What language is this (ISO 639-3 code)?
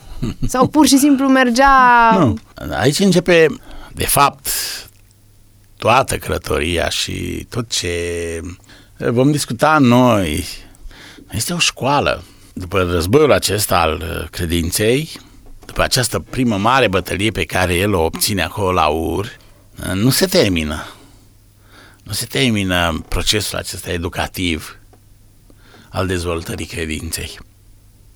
ron